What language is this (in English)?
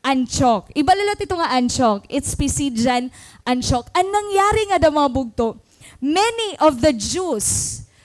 Waray